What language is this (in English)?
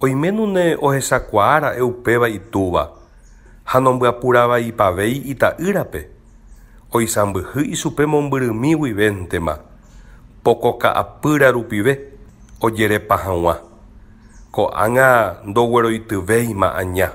Guarani